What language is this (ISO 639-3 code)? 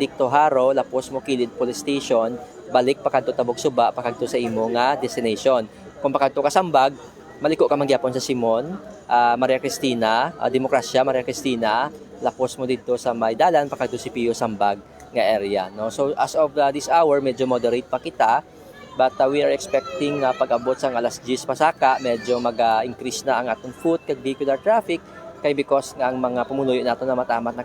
hil